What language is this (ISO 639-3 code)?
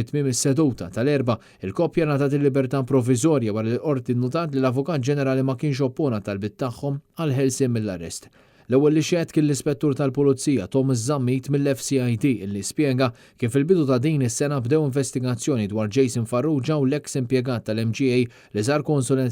mlt